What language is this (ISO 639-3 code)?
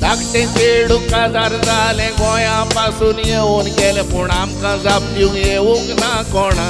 kok